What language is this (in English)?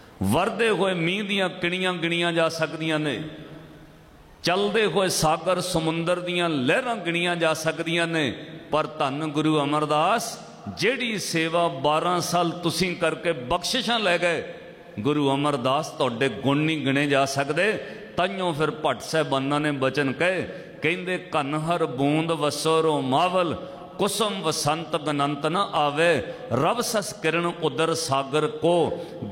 Punjabi